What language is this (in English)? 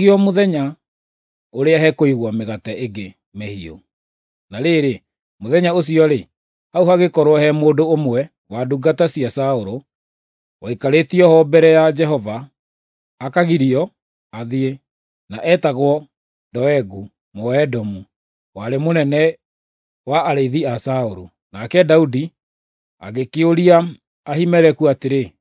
Kikuyu